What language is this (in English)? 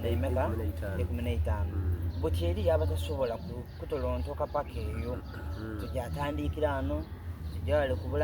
Soga